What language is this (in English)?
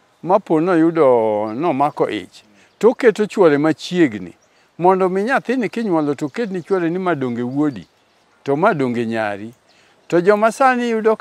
Luo (Kenya and Tanzania)